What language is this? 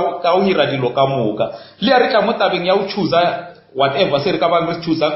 Northern Sotho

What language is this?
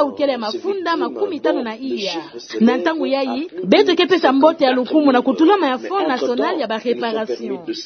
Kituba (Democratic Republic of Congo)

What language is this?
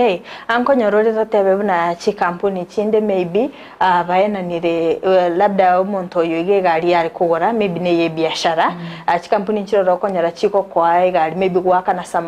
Gusii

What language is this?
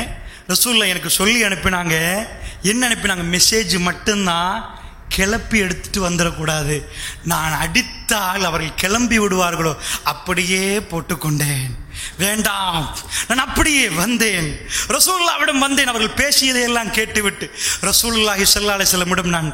Tamil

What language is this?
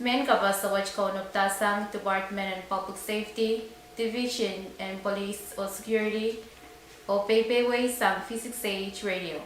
Pohnpeian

